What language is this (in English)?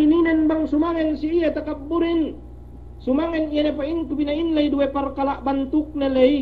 Yakan